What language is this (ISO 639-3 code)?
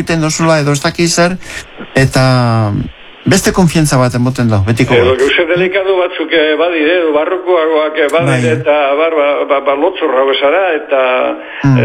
eus